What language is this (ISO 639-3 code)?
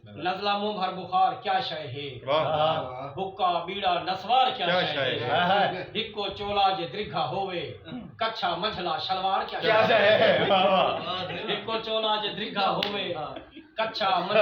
skr